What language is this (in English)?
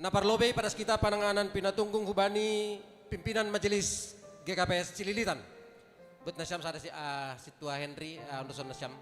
Batak Simalungun